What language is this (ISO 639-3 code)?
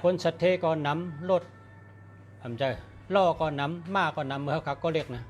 shn